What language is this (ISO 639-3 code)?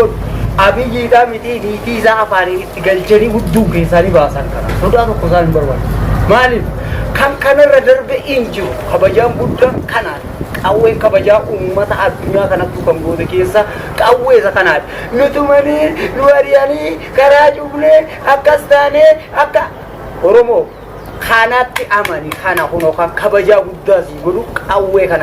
orm